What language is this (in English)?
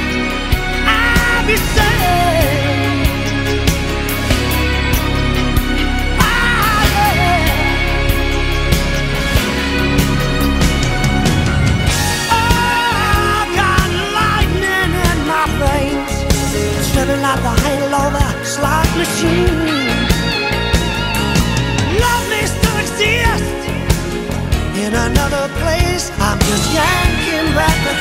English